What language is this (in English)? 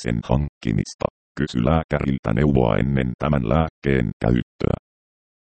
Finnish